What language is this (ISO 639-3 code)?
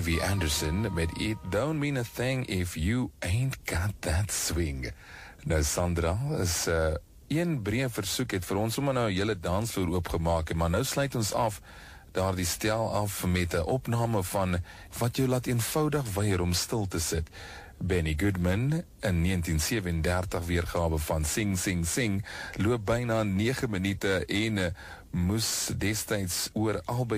afr